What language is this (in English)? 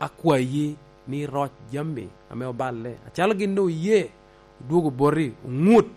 Lango (Uganda)